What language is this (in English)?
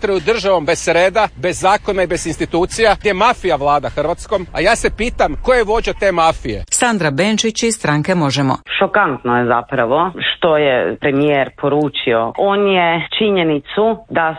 Croatian